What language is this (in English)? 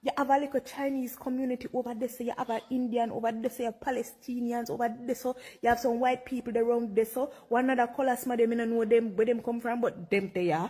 Jamaican Creole English